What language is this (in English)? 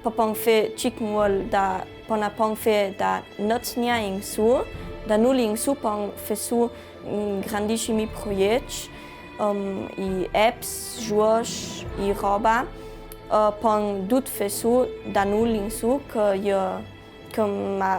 Ladin